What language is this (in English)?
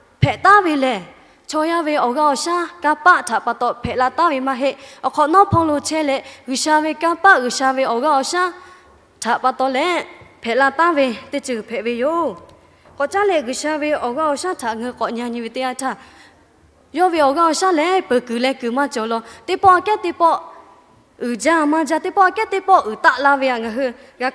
Lahu